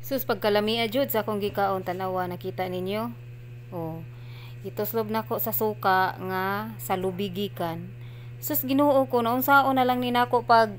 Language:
Cebuano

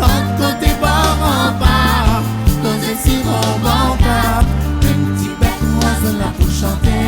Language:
Réunion Creole French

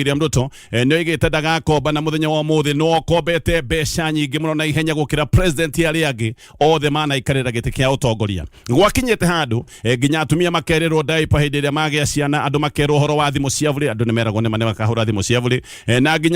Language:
Kikuyu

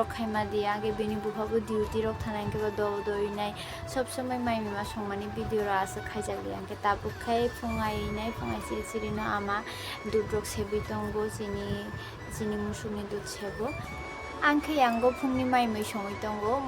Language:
Kok Borok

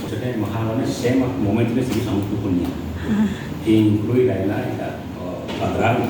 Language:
Tetum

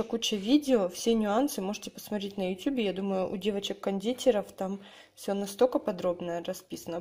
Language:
Russian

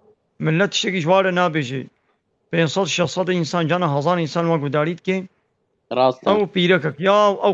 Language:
Kurdish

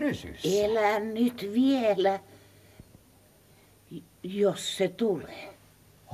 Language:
Finnish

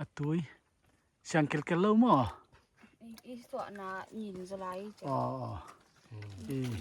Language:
Paite Chin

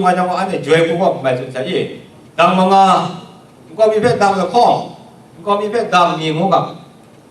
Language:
Kachin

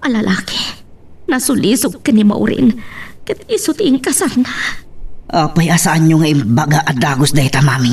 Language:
Iloko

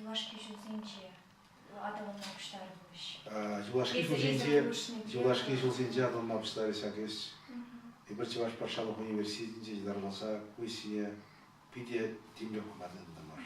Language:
Chuvash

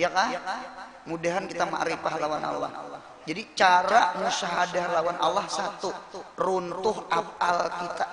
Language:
Banjar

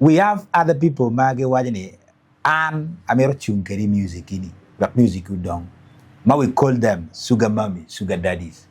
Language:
Acoli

